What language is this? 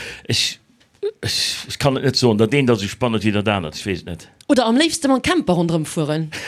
Luxembourgish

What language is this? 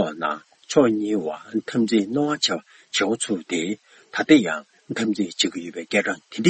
Tibetan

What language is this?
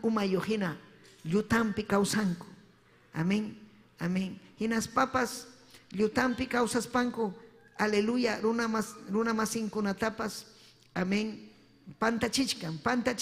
Ayacucho Quechua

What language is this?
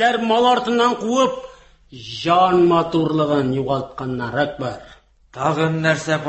Tatar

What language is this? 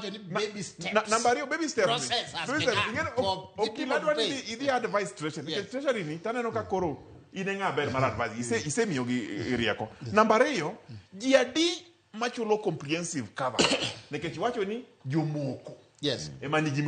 Luo (Kenya and Tanzania)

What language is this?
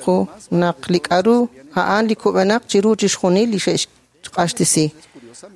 Kekchí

